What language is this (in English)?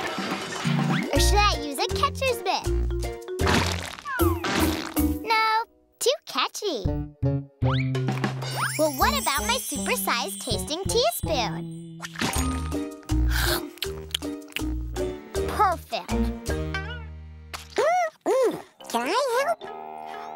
English